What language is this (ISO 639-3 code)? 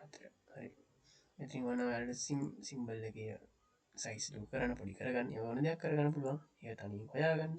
sin